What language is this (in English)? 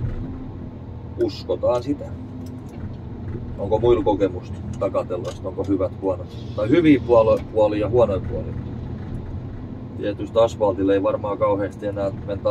Finnish